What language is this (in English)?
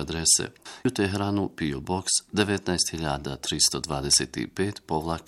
Bosnian